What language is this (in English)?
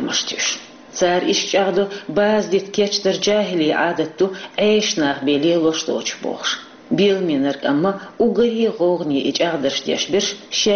Chechen